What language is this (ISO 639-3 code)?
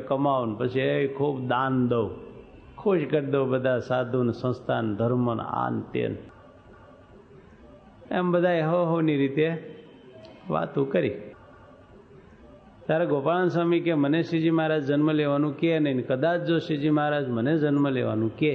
guj